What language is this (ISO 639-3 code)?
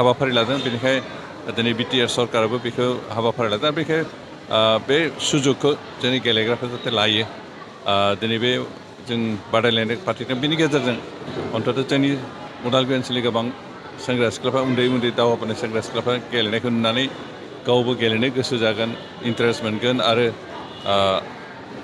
brx